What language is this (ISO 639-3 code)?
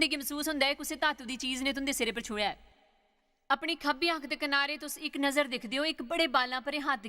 doi